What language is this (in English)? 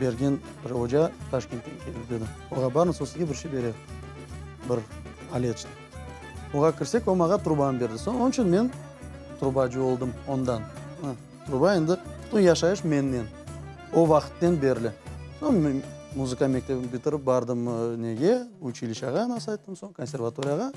Crimean Tatar